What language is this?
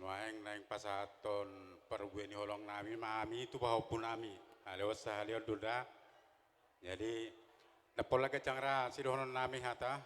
Batak Toba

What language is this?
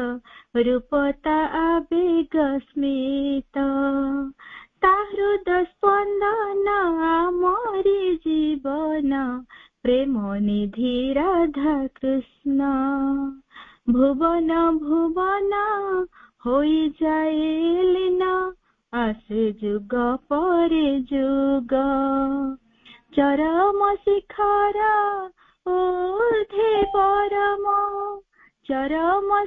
Odia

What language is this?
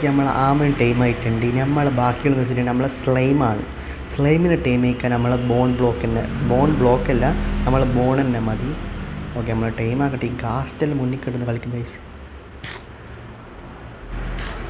Malayalam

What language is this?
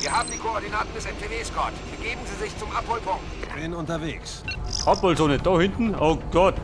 Bavarian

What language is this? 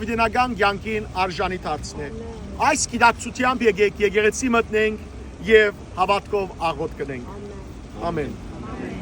Western Armenian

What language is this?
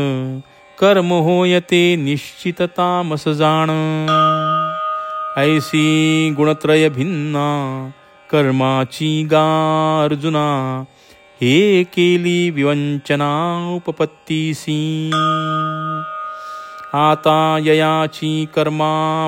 Marathi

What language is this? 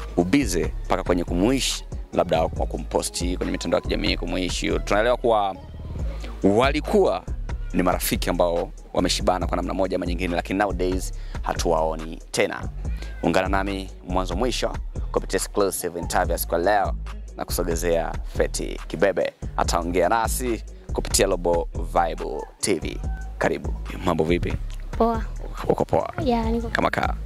Swahili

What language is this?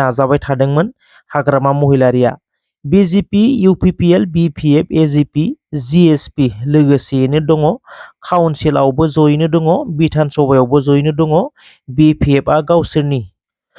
Bodo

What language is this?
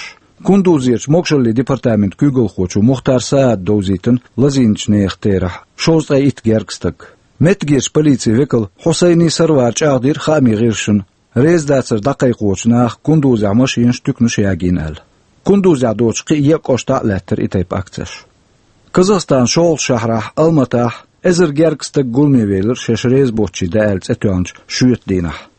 Chechen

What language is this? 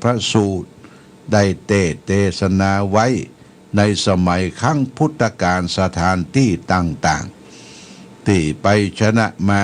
Pali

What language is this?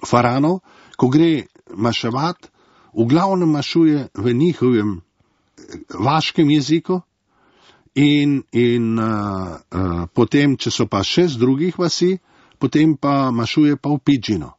Slovenian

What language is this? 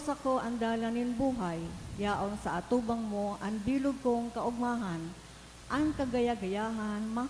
Bikol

